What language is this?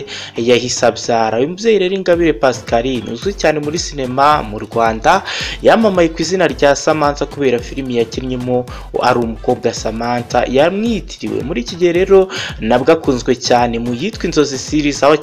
Kinyarwanda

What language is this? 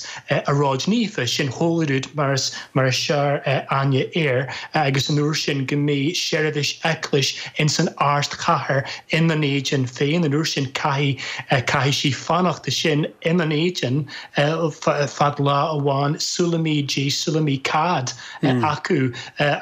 Irish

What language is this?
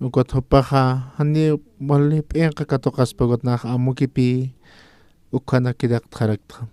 Aymara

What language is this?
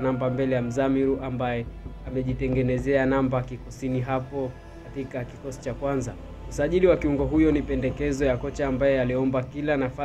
Swahili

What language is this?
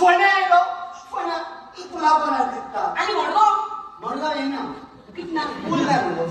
Konkani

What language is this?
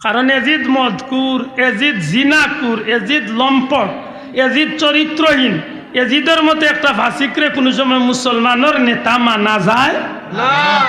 Sylheti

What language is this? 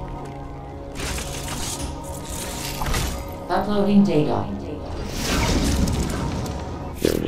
English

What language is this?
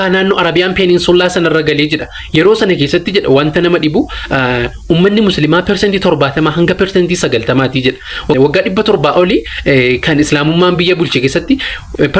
Oromo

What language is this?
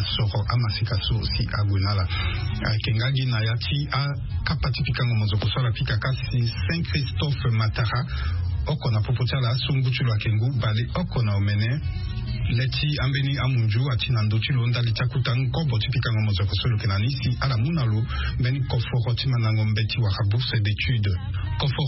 Sango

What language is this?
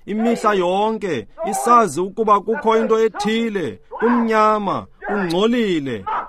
Xhosa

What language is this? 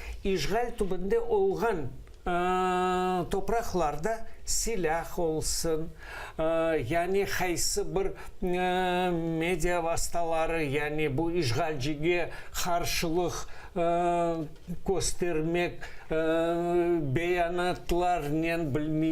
Crimean Tatar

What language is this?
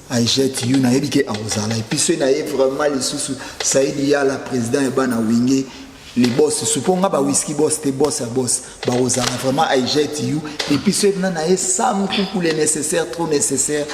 Lingala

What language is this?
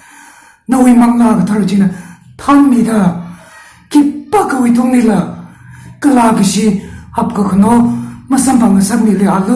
Tangkhul Naga (India)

